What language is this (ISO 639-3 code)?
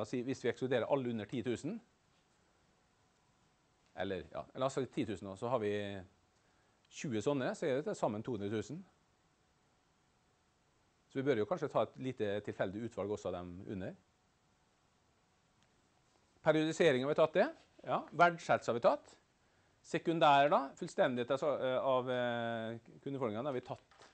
nor